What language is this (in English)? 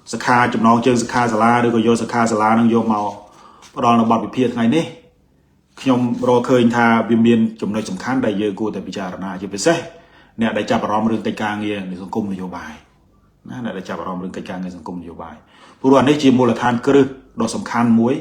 Khmer